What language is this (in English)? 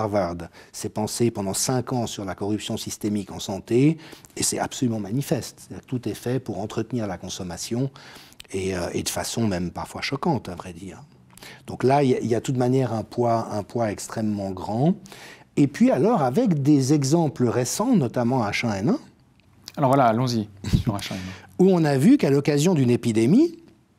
French